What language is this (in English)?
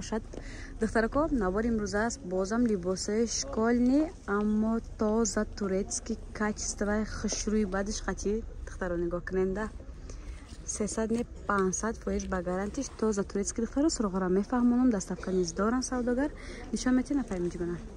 Tajik